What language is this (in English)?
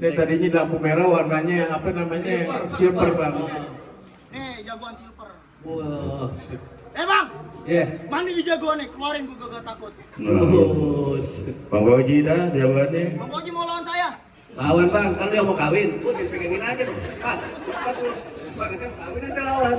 Betawi